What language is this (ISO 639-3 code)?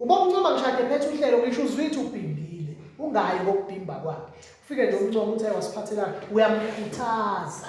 zul